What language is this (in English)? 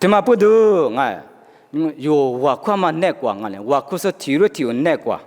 Lisu